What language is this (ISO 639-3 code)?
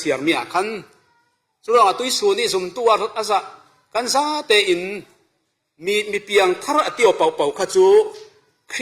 cfm